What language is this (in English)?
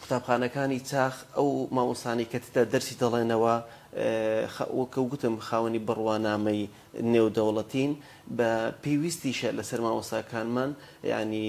Central Kurdish